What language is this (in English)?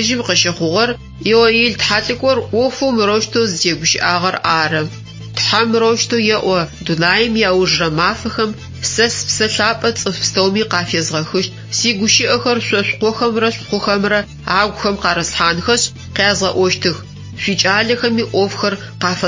Adyghe